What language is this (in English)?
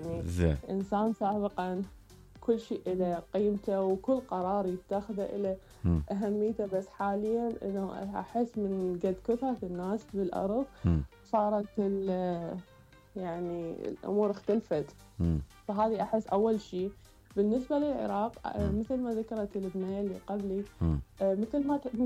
Mesopotamian Arabic